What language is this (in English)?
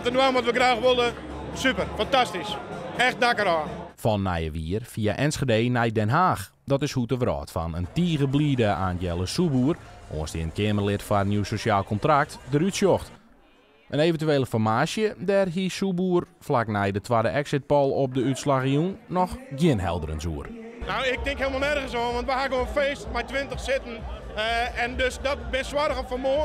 Western Frisian